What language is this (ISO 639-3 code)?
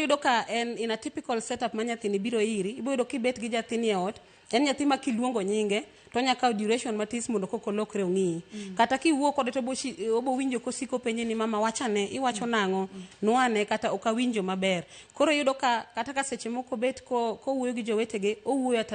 luo